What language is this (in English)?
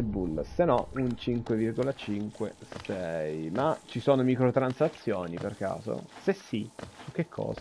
Italian